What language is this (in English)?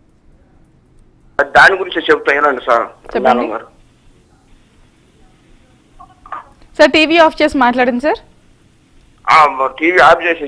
Telugu